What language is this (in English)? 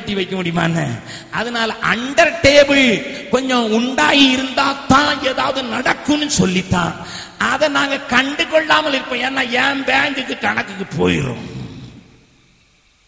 Tamil